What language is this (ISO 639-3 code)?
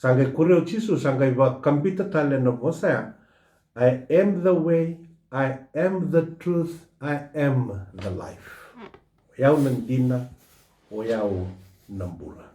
fij